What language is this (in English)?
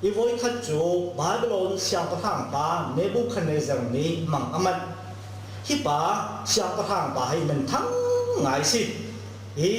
Hakha Chin